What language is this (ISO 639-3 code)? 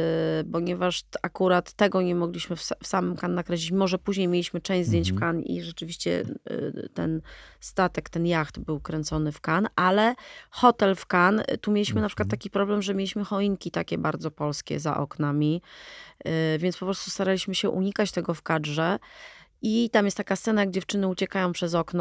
pol